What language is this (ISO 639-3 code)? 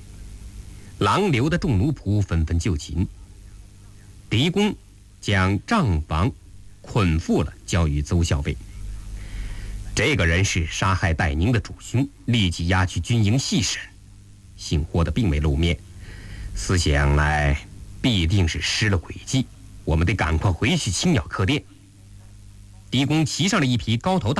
zho